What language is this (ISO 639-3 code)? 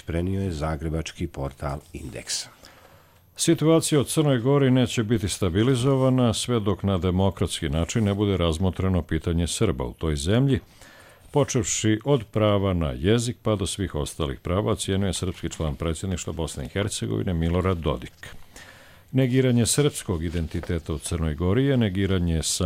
hrv